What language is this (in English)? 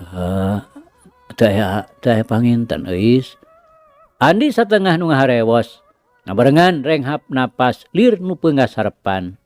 Sundanese